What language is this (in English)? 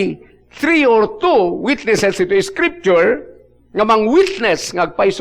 Iloko